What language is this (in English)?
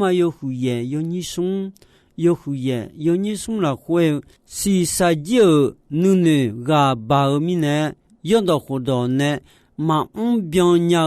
Akha